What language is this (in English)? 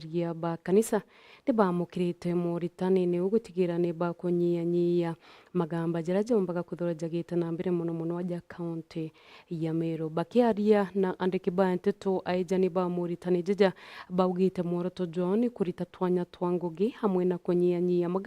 Meru